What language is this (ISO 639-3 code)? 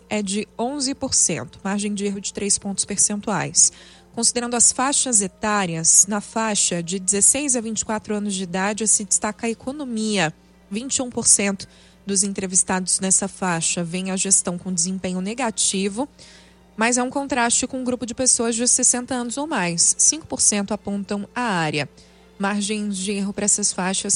por